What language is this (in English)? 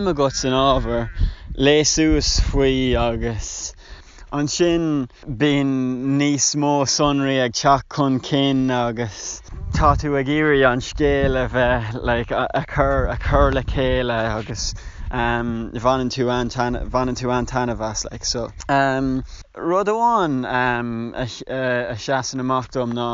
Irish